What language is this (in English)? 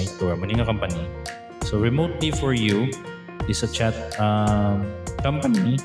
Hiligaynon